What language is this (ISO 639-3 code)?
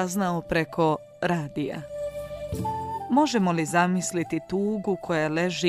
bos